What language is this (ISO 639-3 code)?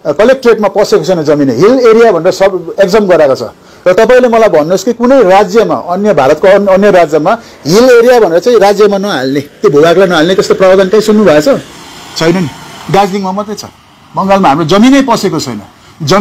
nep